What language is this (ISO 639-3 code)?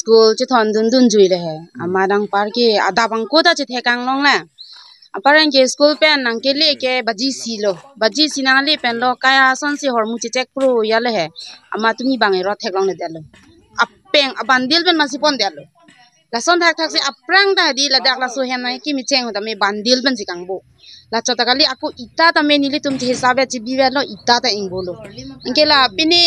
mjw